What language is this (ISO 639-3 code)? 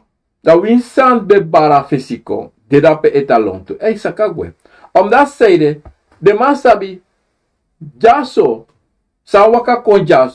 srn